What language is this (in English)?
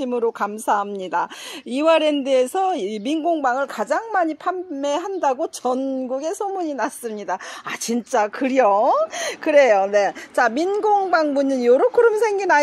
Korean